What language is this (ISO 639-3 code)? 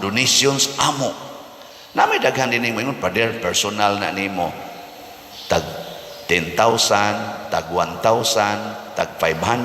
ceb